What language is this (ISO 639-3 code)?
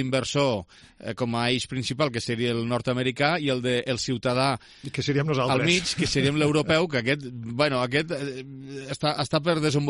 cat